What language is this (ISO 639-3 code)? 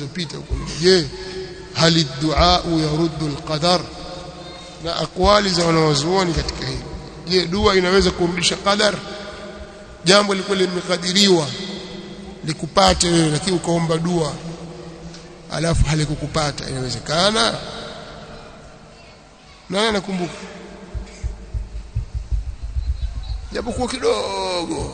swa